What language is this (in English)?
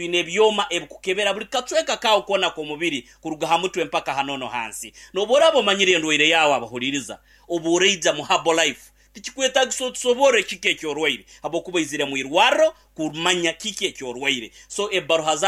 Nyankole